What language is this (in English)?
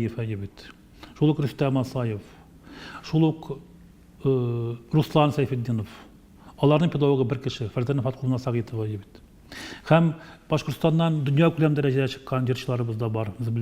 Tatar